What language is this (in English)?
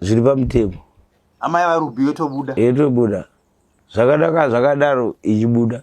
Shona